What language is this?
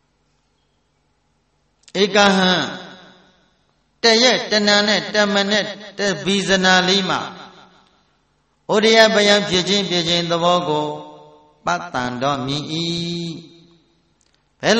Burmese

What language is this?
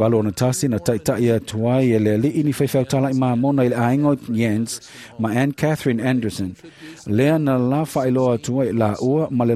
Samoan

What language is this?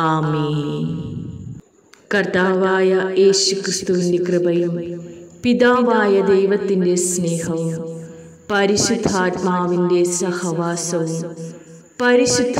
Malayalam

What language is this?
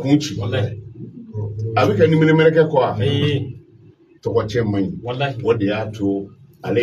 Bambara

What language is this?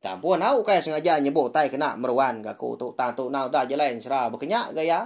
Iban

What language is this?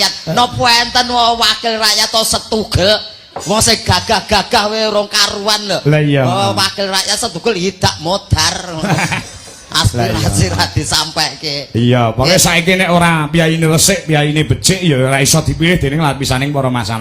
Javanese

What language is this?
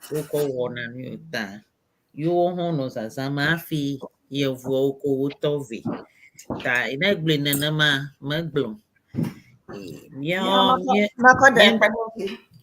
Ewe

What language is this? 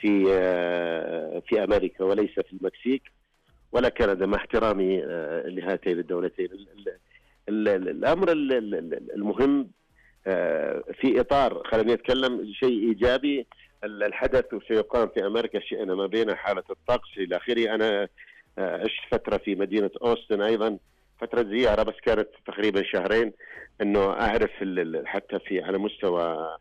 Najdi Arabic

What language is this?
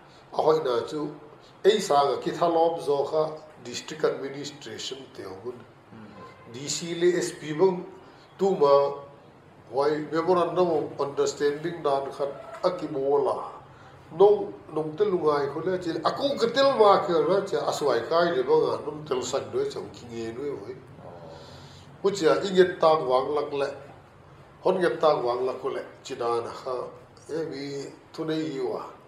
Paite Chin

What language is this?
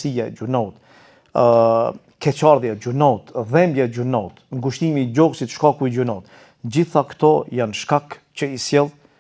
Albanian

